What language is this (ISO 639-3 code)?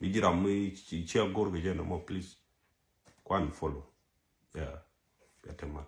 nus